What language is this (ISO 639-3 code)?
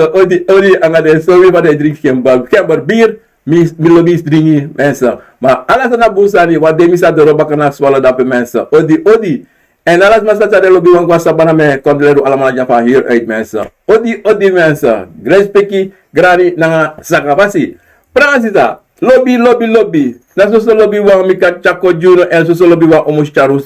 srn